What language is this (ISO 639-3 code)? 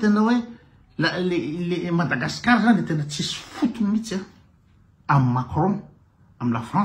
mlg